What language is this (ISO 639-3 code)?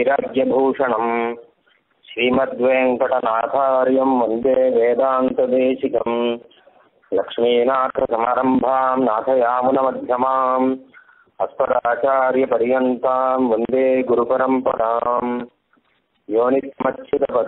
tam